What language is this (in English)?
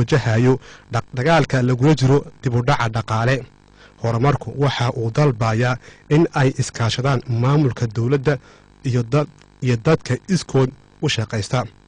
Somali